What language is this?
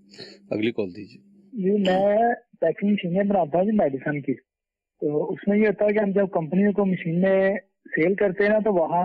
Urdu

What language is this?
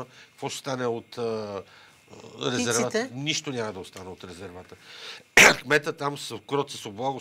Bulgarian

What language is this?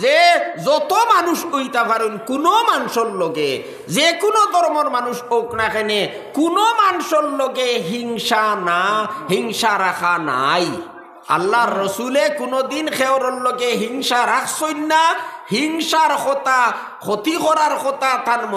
Sylheti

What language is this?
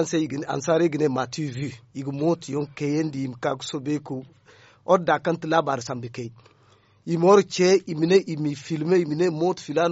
Zarma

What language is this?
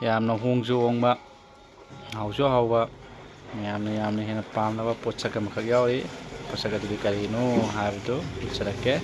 Manipuri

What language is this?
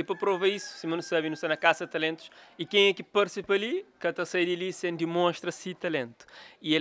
Kabuverdianu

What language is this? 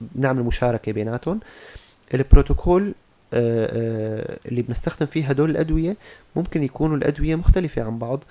North Levantine Arabic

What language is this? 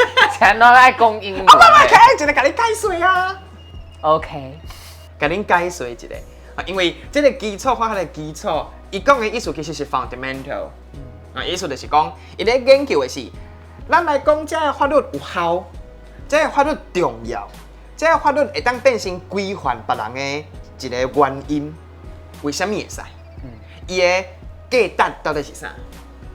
Min Nan Chinese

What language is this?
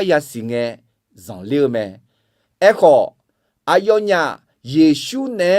Akha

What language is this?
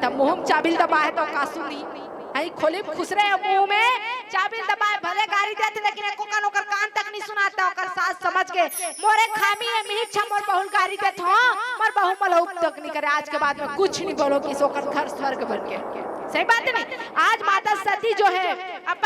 Chhattisgarhi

